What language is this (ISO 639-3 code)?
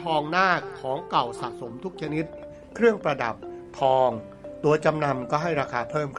tha